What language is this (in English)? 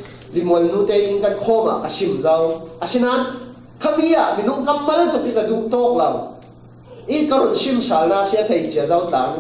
Falam Chin